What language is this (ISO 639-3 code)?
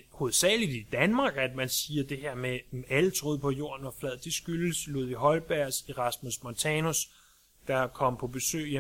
dan